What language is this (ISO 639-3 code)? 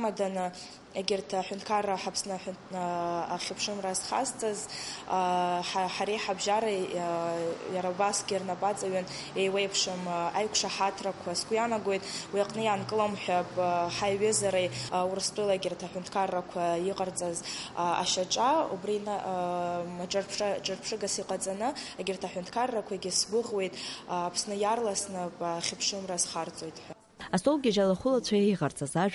abk